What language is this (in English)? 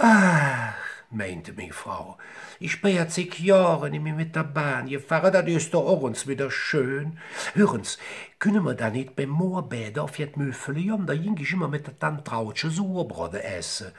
Colognian